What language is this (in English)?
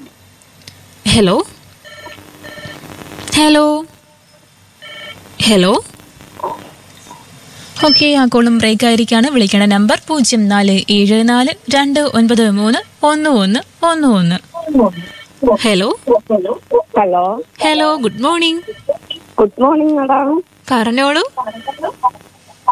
Malayalam